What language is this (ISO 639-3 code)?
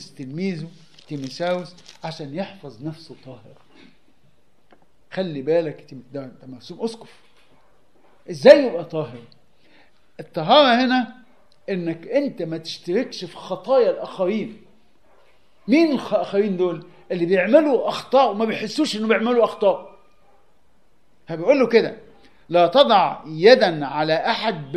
arz